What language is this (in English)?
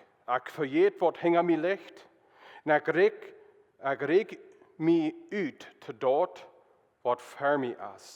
Plautdietsch